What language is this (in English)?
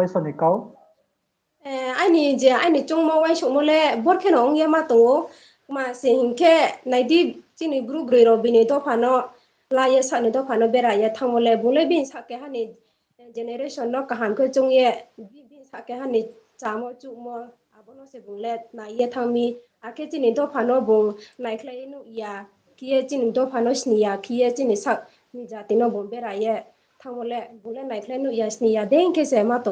Riang (India)